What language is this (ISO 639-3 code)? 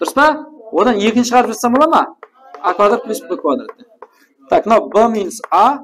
kaa